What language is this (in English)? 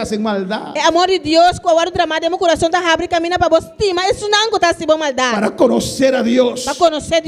Papiamento